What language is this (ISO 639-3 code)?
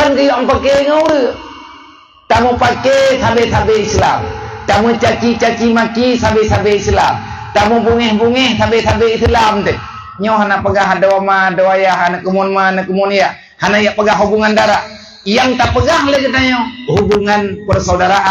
ace